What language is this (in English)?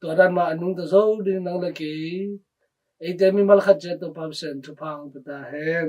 Tedim Chin